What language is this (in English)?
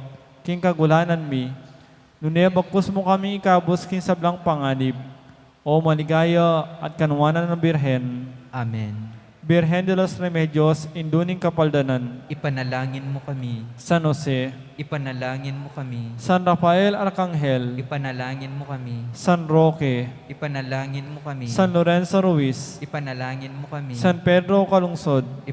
Pampanga